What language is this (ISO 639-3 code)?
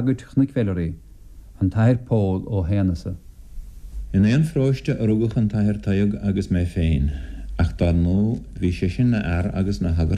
gle